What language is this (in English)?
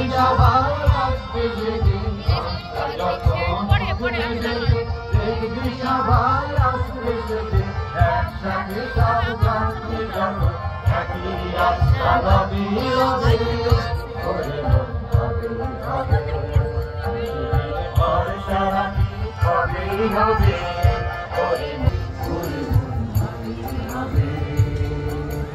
Bangla